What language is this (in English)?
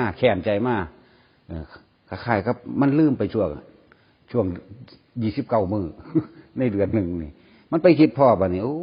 Northeastern Thai